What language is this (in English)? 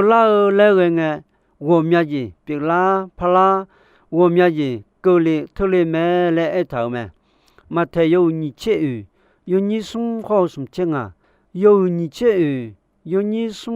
Akha